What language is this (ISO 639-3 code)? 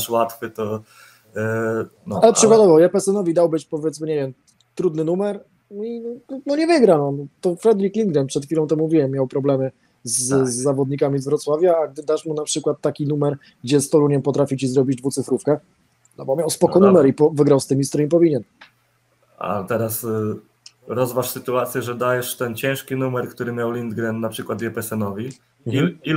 pol